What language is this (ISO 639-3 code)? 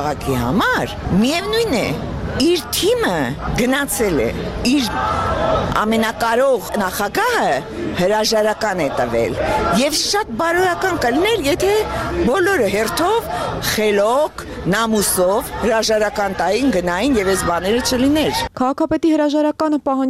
hye